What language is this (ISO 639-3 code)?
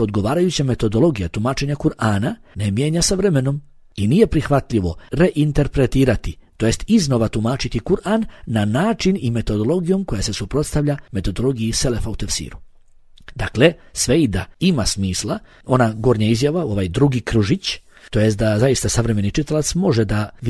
bos